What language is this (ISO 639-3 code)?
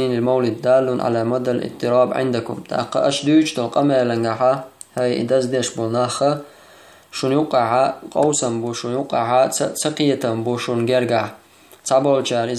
che